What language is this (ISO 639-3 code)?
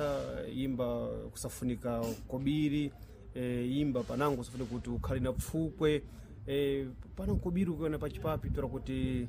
seh